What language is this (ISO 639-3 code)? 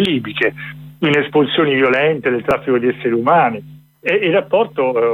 ita